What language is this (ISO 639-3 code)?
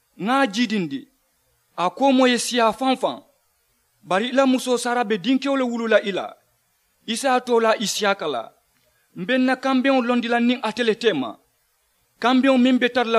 man